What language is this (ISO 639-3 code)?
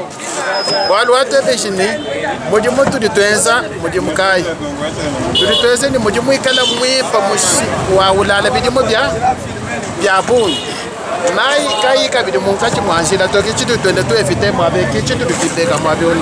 lua